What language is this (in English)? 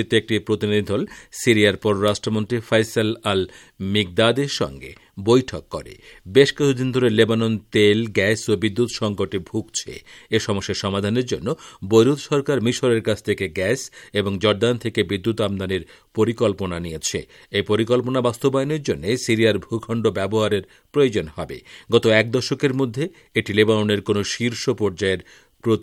Bangla